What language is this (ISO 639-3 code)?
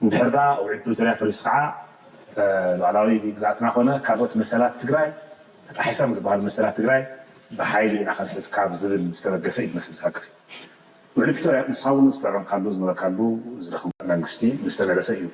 tir